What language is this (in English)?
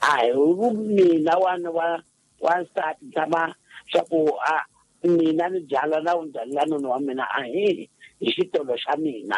Tsonga